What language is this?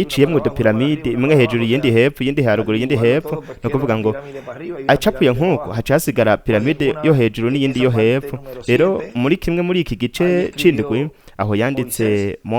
Rundi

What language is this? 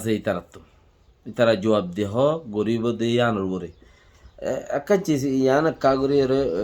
Rohingya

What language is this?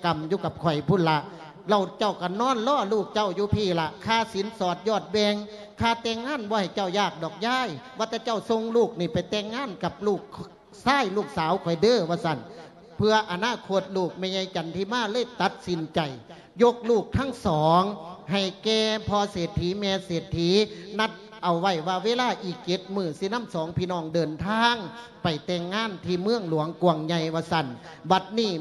Lao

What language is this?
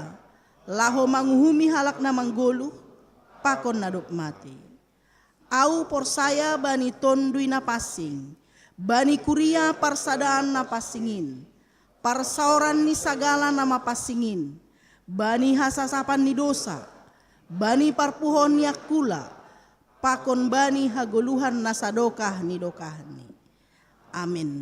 Batak Simalungun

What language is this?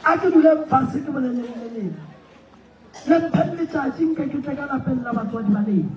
Northern Sotho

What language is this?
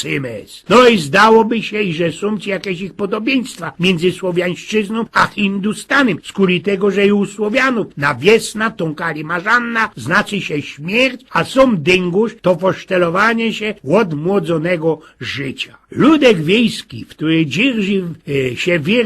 Silesian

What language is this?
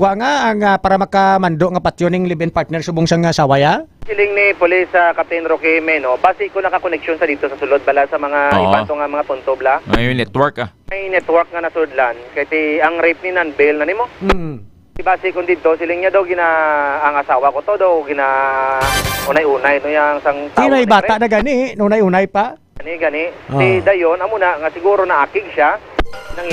Hiligaynon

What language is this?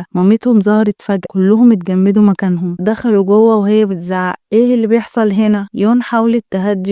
Egyptian Arabic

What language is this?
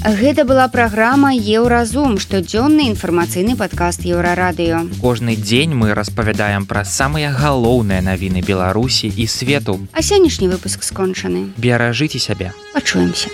Belarusian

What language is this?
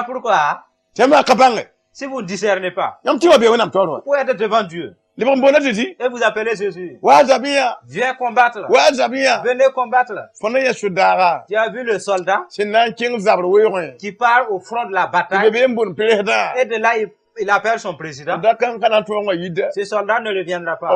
Mossi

